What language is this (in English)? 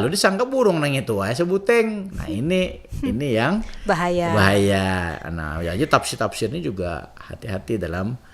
Banjar